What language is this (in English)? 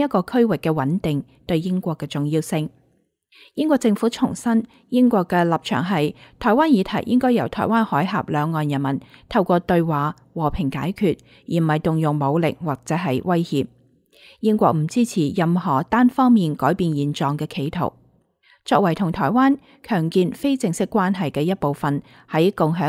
Cantonese